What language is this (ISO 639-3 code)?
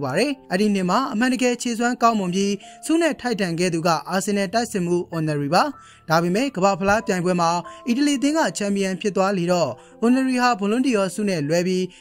mya